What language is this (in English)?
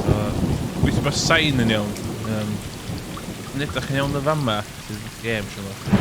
Welsh